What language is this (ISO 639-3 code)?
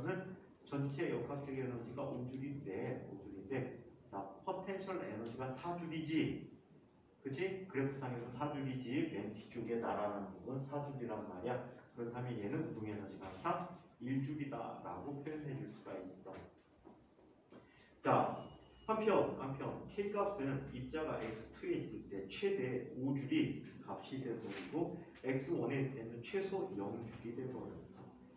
kor